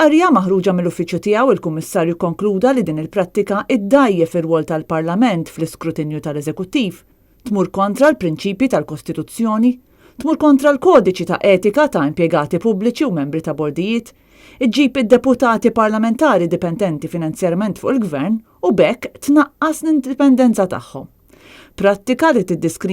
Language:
Maltese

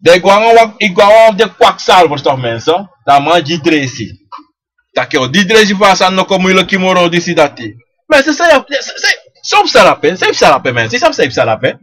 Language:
Sranan Tongo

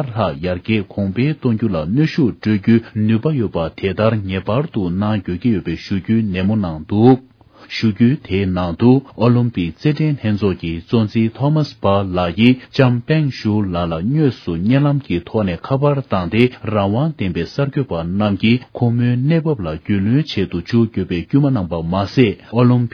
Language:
Tibetan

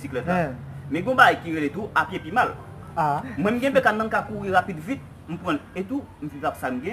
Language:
Haitian Creole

